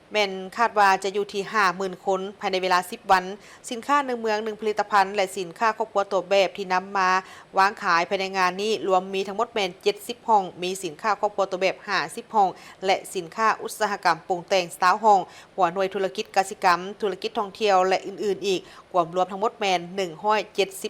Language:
Lao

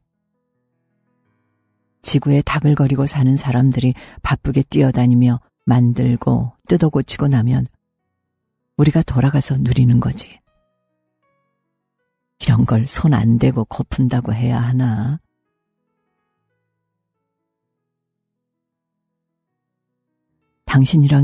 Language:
Korean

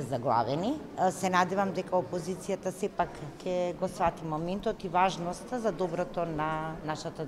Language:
Macedonian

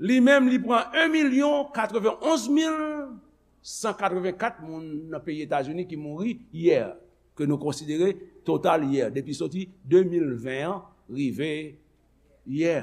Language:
Haitian Creole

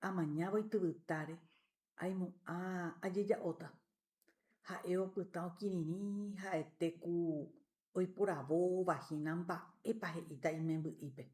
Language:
Guarani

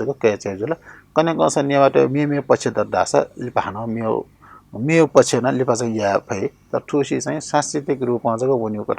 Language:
Newari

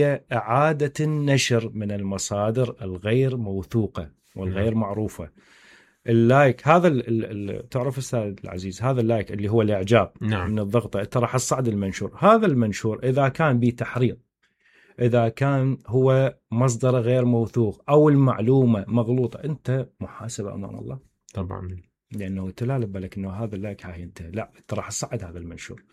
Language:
Mesopotamian Arabic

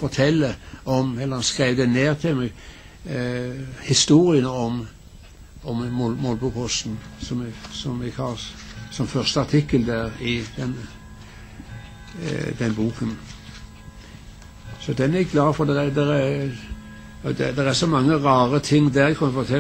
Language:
Norwegian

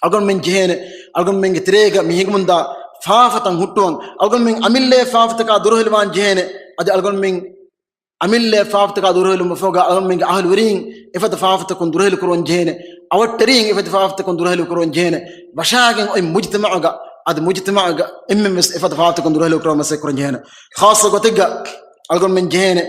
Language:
Divehi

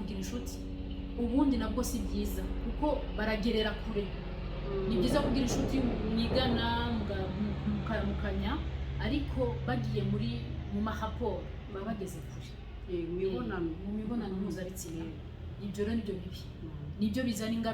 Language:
Kinyarwanda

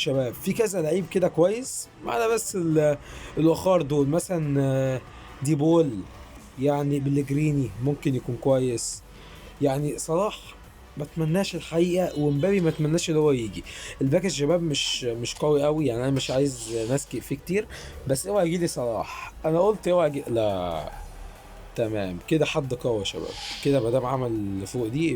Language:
Egyptian Arabic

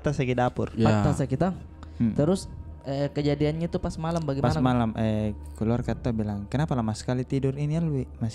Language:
Makassar Malay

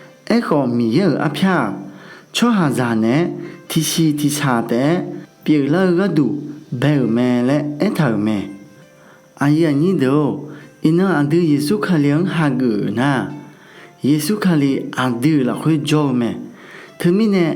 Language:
Akha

